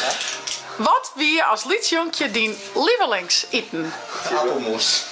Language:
Western Frisian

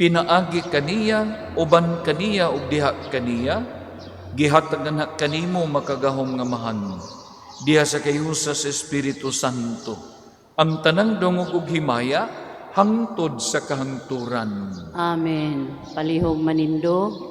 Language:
Cebuano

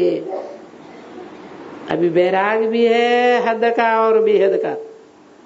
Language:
Hindi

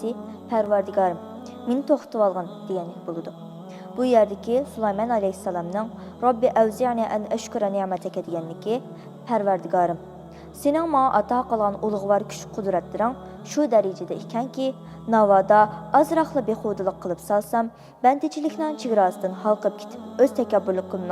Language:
Uyghur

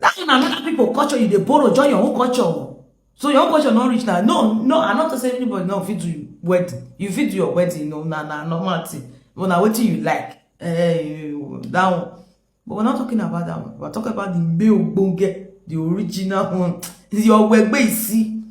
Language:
Nigerian Pidgin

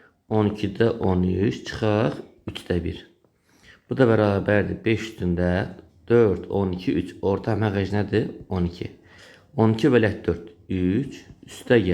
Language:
Azerbaijani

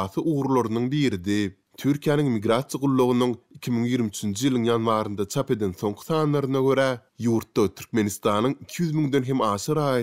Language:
Turkmen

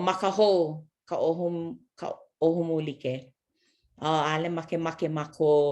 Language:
Hawaiian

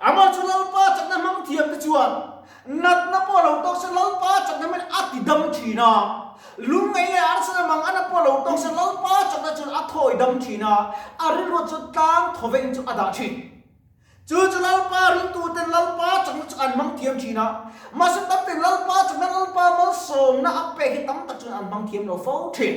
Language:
Mizo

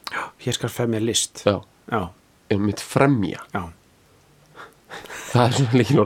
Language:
Icelandic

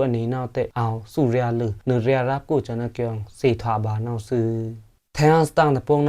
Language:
Pa'o Karen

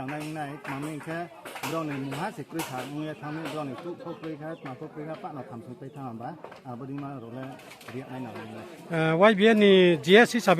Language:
Riang (India)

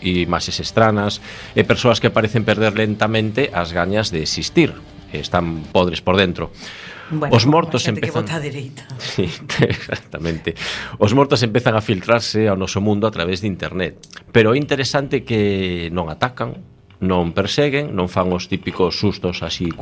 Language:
Galician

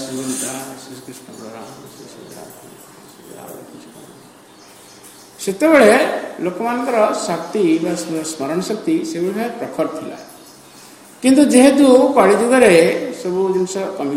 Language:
Odia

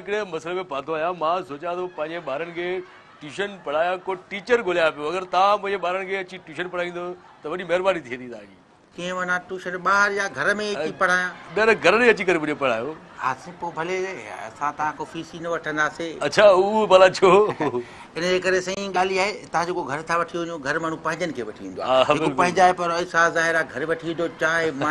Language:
Sindhi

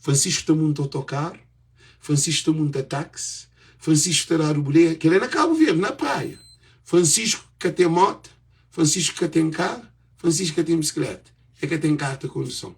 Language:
Kabuverdianu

